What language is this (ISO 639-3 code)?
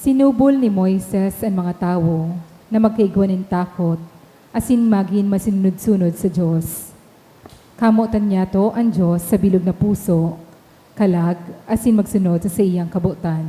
bik